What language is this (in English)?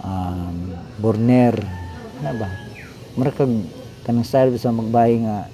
Cebuano